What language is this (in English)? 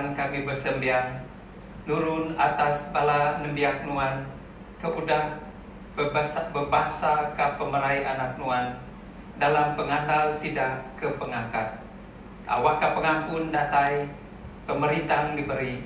Iban